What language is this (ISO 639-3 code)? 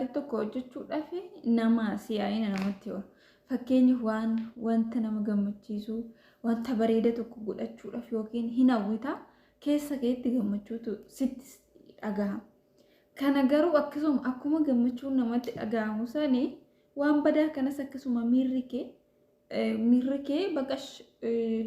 orm